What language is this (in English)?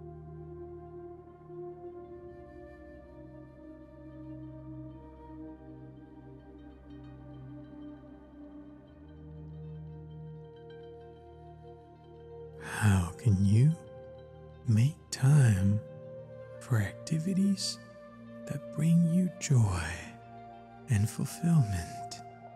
English